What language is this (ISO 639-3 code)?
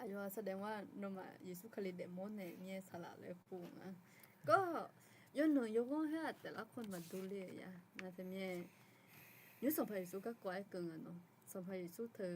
ahk